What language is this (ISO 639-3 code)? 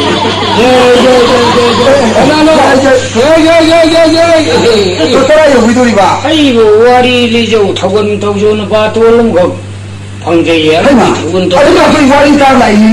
mni